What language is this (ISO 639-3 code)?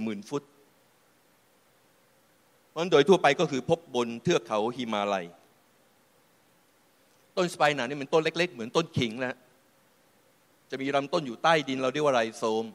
tha